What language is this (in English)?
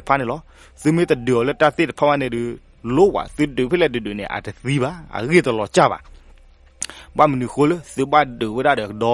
S'gaw Karen